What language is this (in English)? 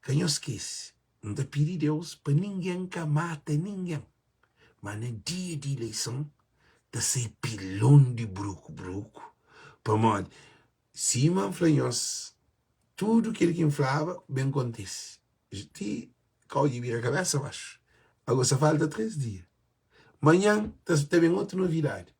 Kabuverdianu